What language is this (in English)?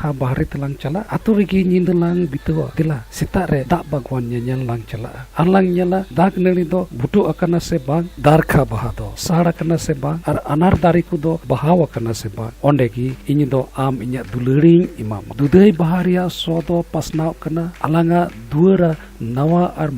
Santali